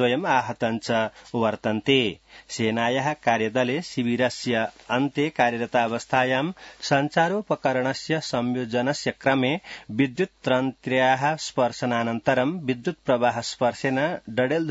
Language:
Sanskrit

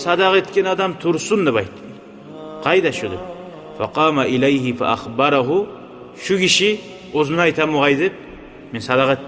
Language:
Kumyk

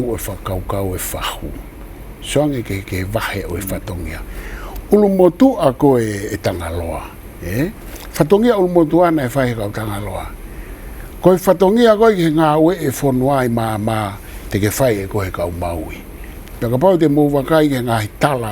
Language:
Tongan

